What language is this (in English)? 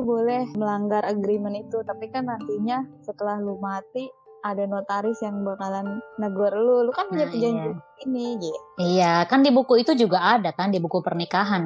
Indonesian